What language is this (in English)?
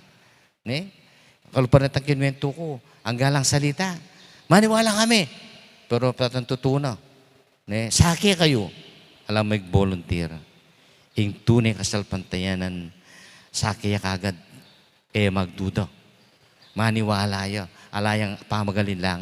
Pampanga